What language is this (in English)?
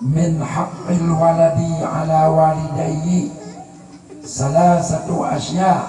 Achinese